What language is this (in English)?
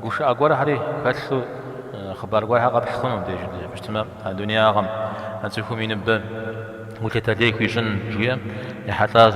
Kabardian